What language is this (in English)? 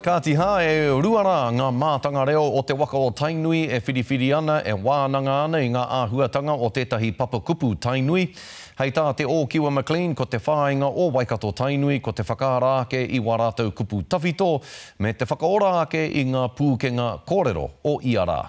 Māori